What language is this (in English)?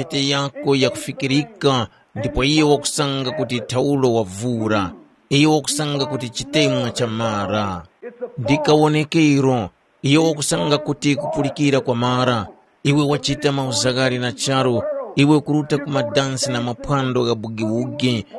Tumbuka